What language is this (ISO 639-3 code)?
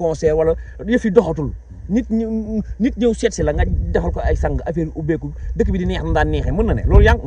wol